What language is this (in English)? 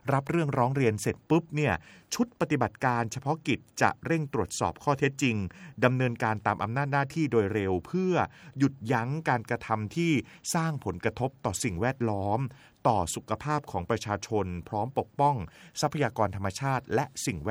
Thai